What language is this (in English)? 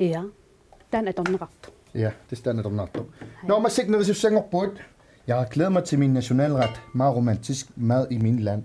Kalaallisut